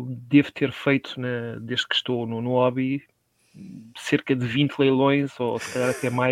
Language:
Portuguese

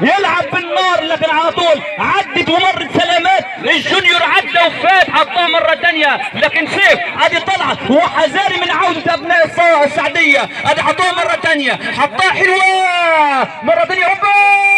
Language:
Egyptian Arabic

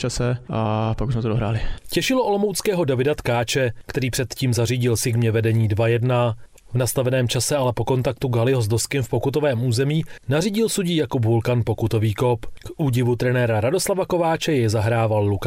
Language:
Czech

